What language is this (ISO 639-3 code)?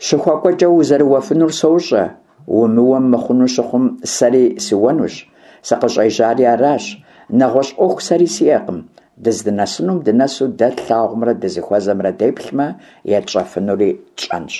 kbd